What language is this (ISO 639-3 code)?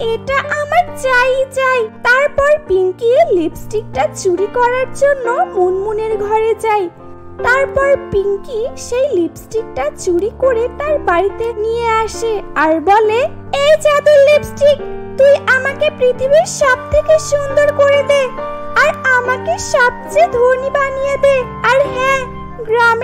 ben